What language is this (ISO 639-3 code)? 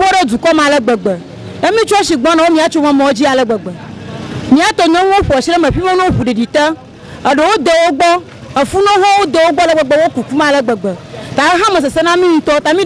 ewe